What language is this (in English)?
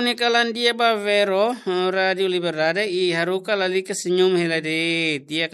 Tetum